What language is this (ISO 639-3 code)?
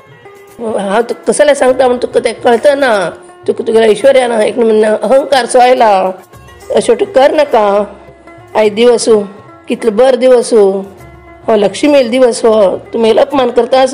kok